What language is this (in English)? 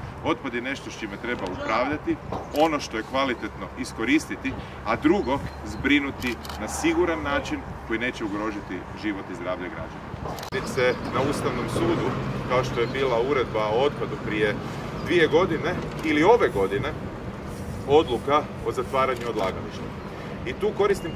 Croatian